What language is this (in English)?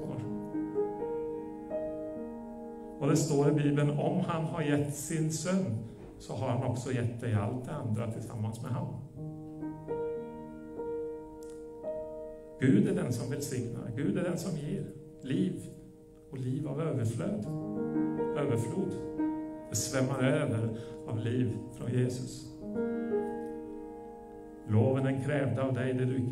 Norwegian